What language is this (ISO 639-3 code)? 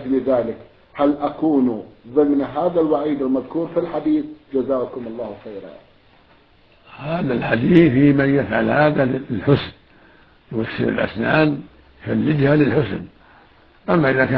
ara